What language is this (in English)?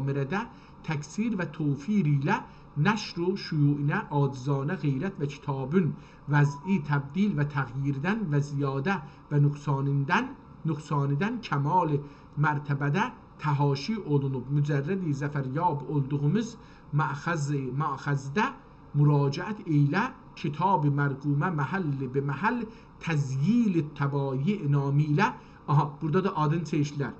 South Azerbaijani